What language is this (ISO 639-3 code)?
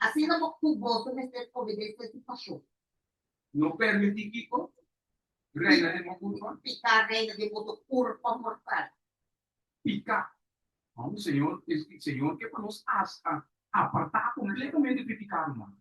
pap